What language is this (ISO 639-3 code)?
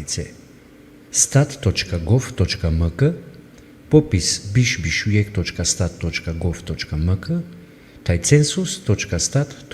rmn